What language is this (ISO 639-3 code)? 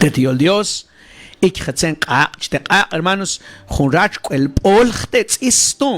mam